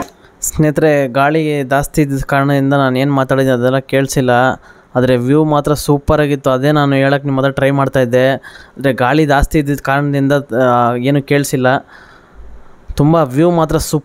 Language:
Kannada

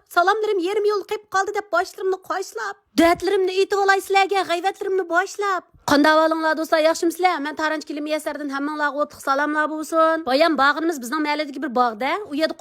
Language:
Uyghur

